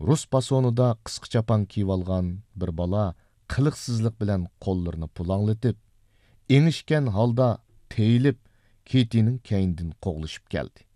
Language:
Uyghur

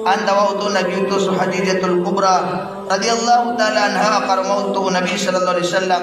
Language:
Maranao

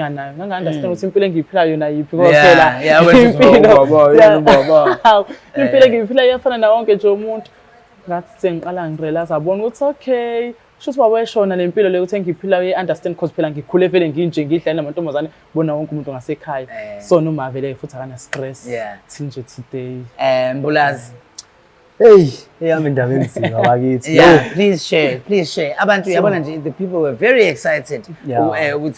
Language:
Zulu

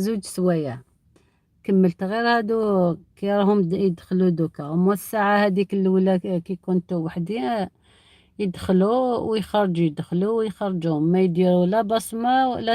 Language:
Algerian Arabic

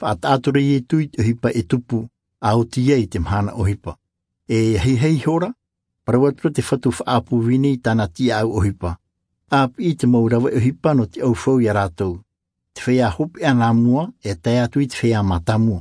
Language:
Tahitian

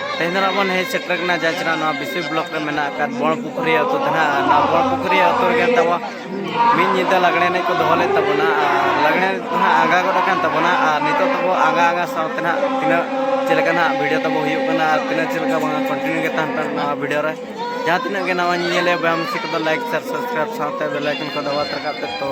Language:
Santali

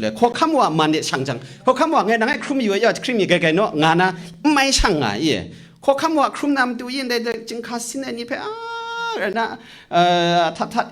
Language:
Kachin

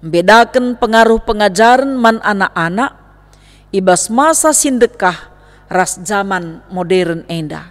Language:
Batak Karo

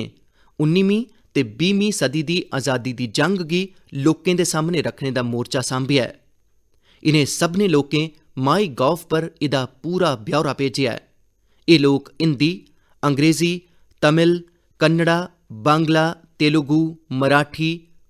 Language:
Dogri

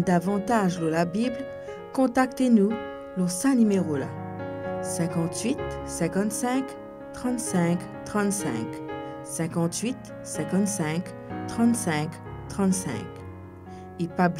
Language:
Morisyen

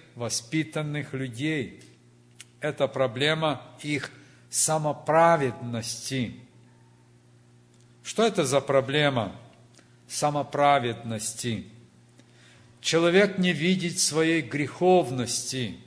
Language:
Russian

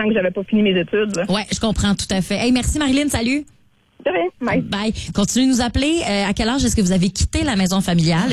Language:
French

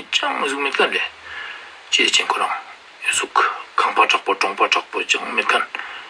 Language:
Ladakhi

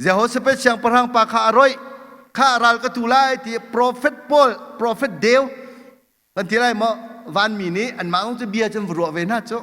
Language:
Hakha Chin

